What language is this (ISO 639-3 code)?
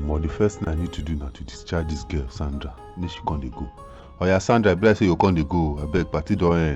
pcm